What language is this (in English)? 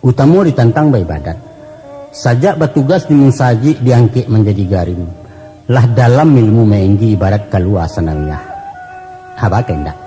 Minangkabau